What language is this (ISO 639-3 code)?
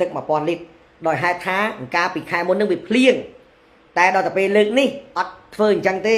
khm